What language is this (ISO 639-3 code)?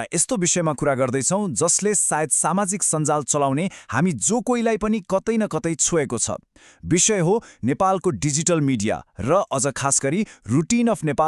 nep